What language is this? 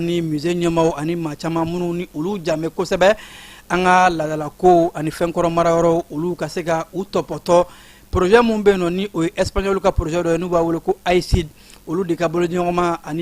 Bambara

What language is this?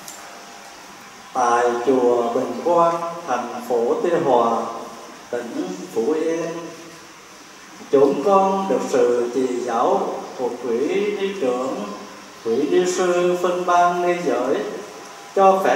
Vietnamese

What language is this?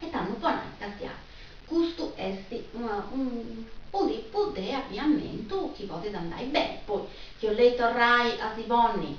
Sardinian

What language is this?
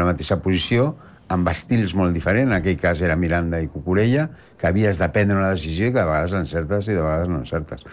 Catalan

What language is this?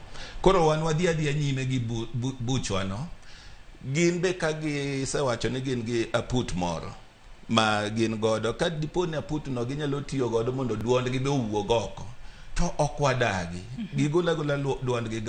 Luo (Kenya and Tanzania)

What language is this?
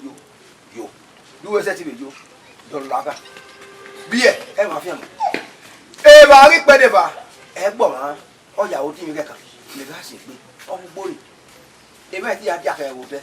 Bini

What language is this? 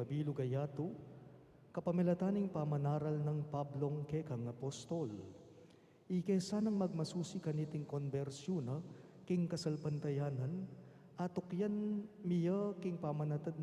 Pampanga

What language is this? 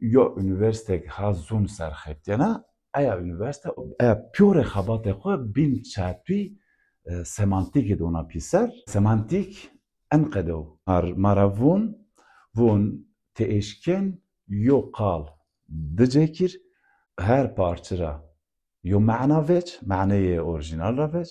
Zaza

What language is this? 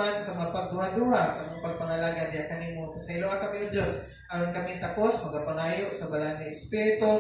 Cebuano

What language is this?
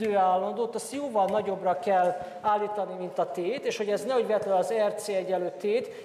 Hungarian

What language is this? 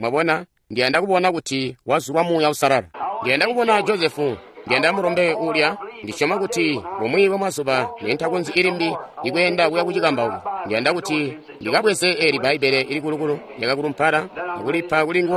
Tonga (Zambia)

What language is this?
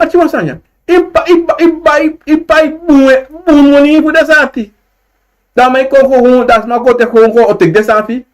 Sranan Tongo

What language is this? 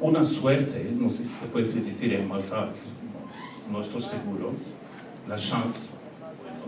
Ladino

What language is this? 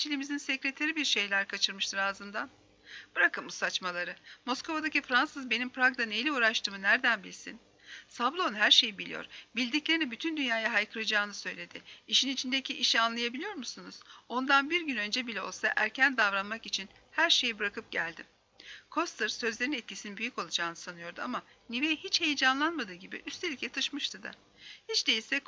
Turkish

